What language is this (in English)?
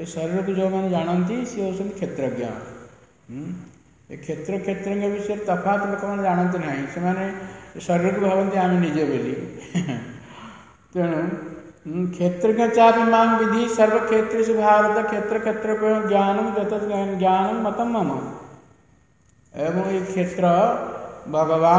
Odia